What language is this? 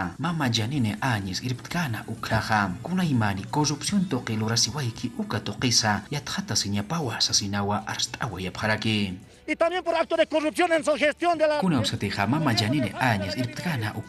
Aymara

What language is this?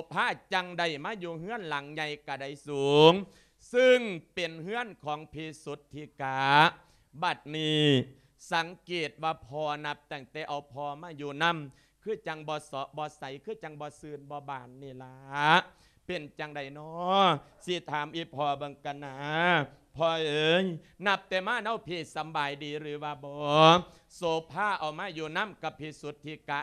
Lao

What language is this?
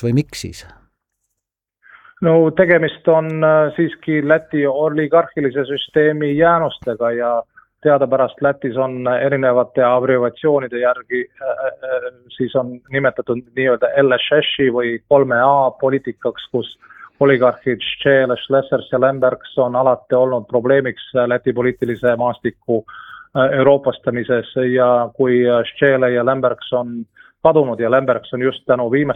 Estonian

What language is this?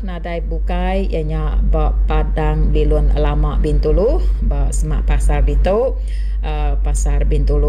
Iban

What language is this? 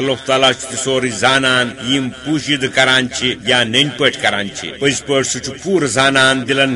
Kashmiri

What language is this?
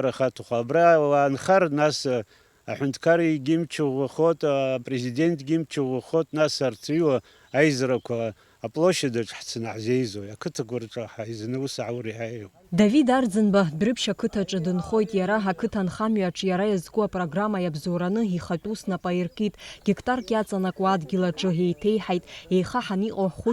Abkhazian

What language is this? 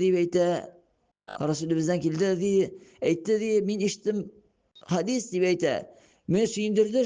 Tatar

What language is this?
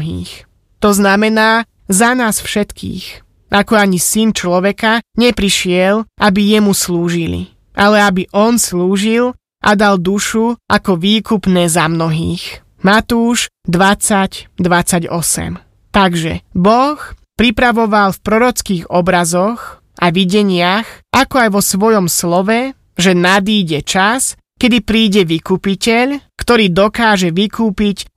Slovak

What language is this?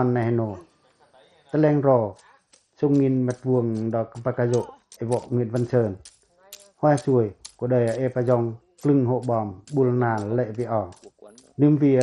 Pacoh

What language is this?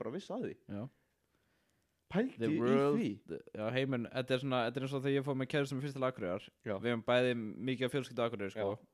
Icelandic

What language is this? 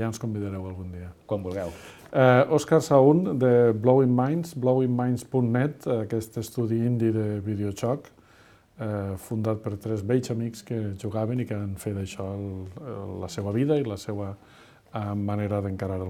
Catalan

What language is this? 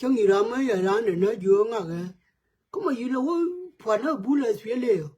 Nuer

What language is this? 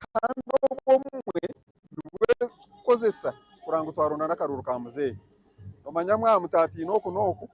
Nyankole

